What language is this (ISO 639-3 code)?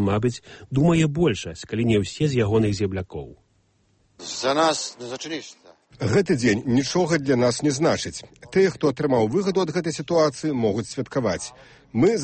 bel